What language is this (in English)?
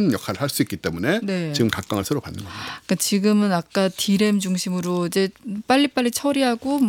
Korean